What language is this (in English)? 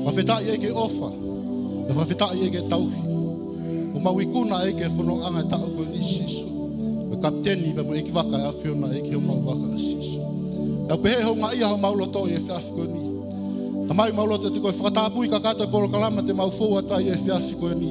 Tongan